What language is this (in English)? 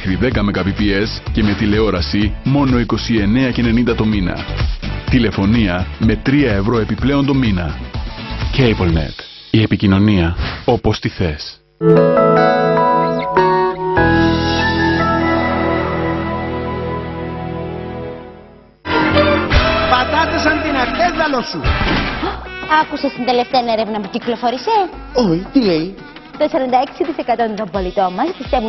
Greek